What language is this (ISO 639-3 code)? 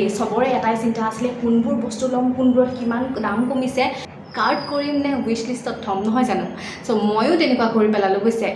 asm